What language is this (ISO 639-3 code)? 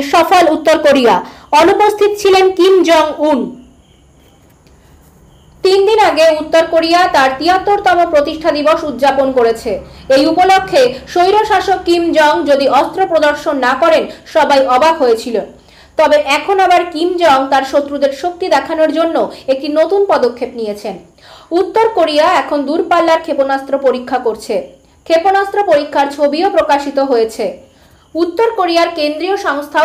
ben